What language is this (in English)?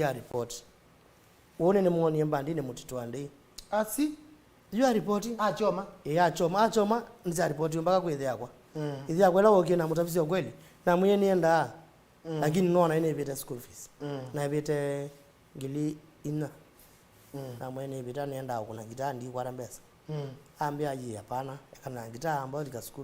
Kamba